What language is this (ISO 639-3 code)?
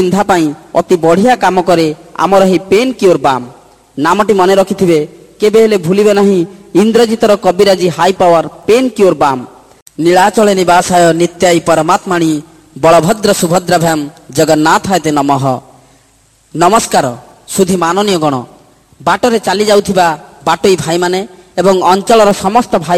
ori